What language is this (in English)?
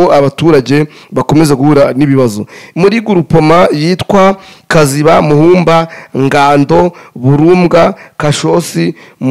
Kinyarwanda